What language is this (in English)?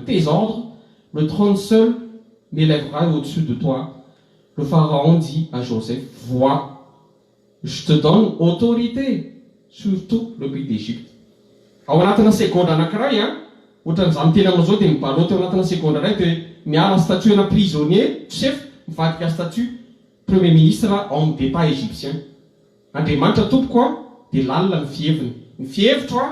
Malagasy